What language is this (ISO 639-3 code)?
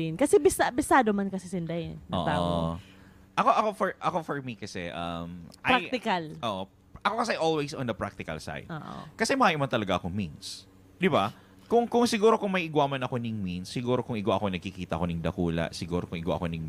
bik